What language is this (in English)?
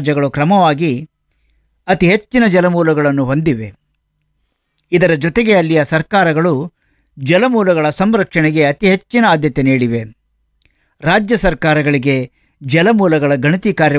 Kannada